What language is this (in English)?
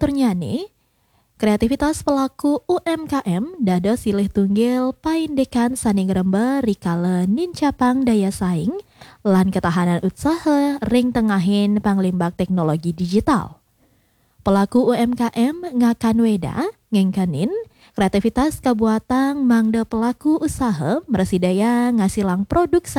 Balinese